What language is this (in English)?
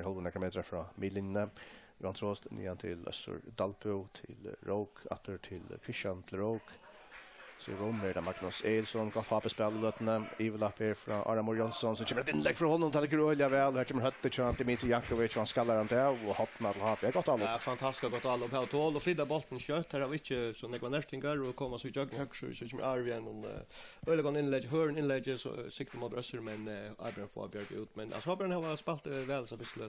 Faroese